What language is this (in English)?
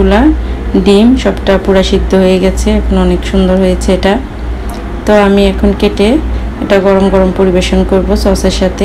Bangla